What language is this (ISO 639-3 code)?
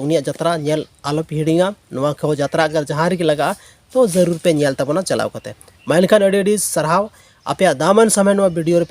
sat